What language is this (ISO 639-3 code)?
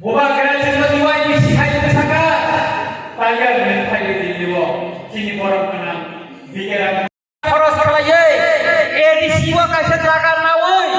trp